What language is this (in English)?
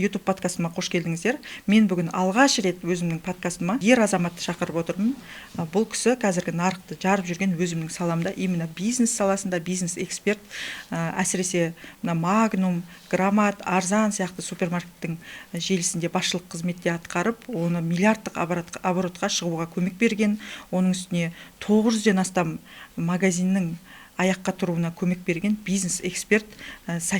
Kazakh